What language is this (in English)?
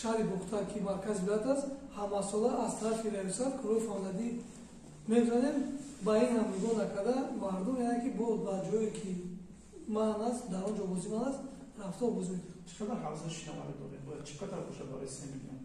Tajik